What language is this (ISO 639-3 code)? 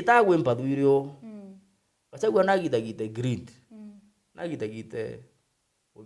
mer